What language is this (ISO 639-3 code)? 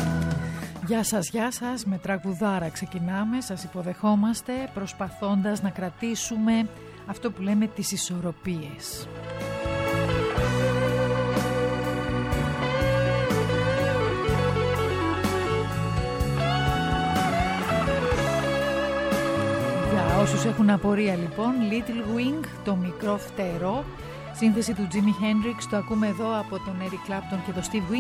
ell